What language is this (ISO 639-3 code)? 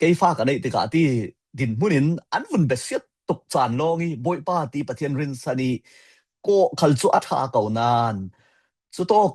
cfm